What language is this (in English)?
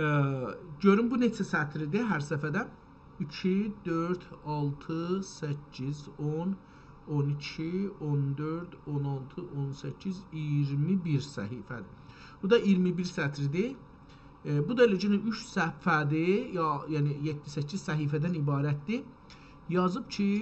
South Azerbaijani